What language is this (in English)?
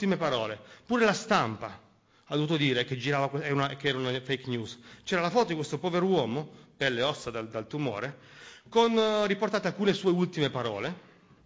Italian